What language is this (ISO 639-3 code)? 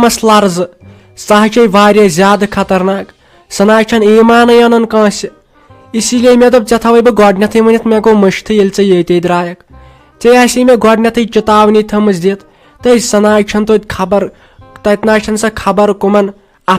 kas